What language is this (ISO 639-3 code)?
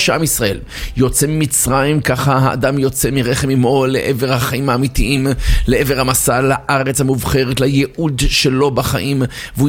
heb